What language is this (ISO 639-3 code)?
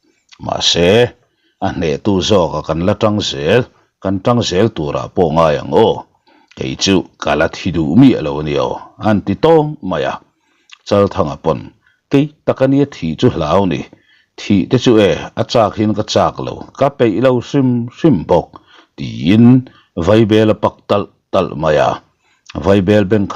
lus